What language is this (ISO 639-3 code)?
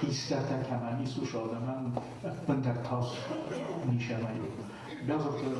oss